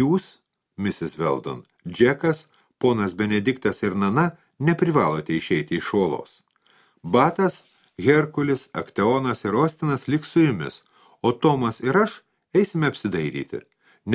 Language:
Lithuanian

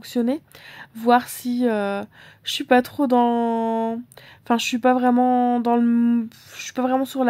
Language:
French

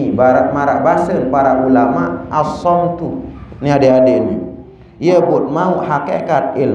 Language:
Sasak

